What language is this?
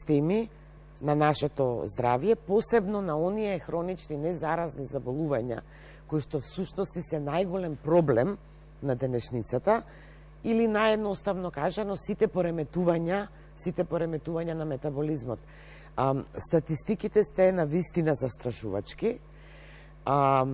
Macedonian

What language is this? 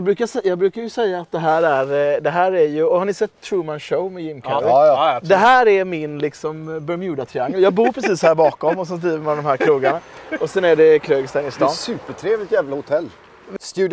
Swedish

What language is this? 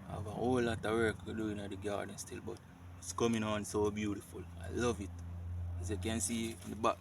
Jamaican Creole English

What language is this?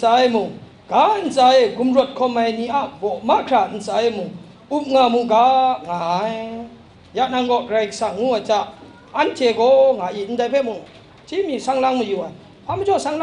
Kachin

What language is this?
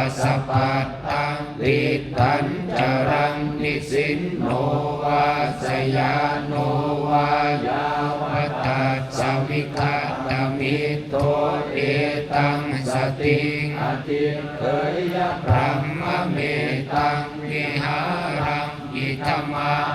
Pali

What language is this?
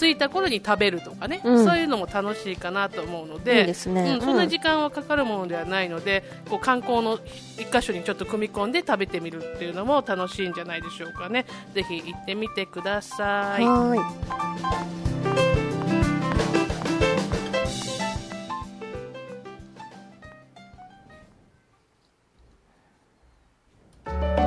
Japanese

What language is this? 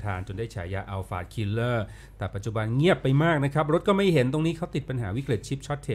Thai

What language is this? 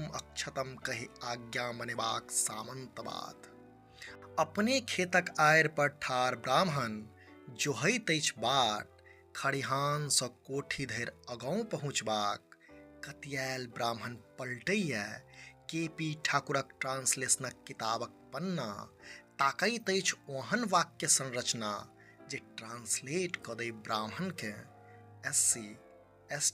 Maithili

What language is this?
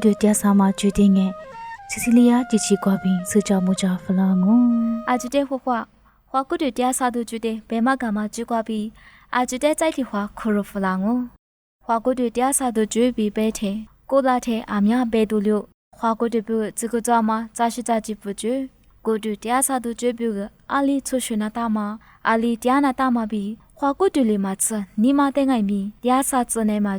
Lisu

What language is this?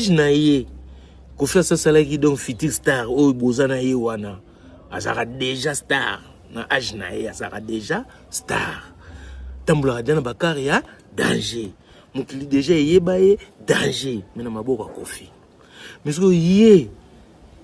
Lingala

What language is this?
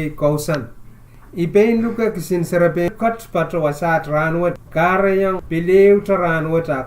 Pohnpeian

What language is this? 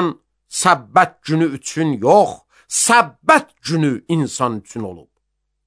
Azerbaijani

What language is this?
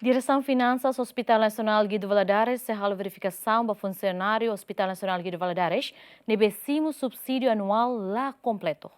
Tetum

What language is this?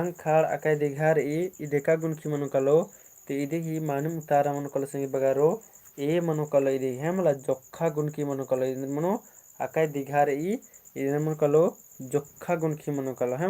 Kurukh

